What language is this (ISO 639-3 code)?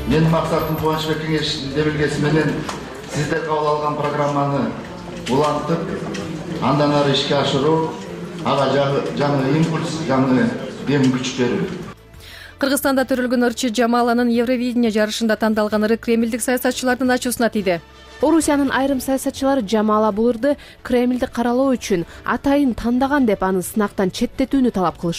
kir